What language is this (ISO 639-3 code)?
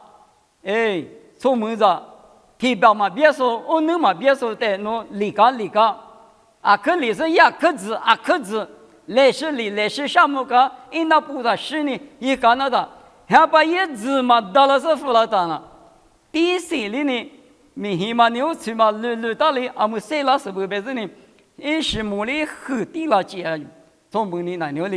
lis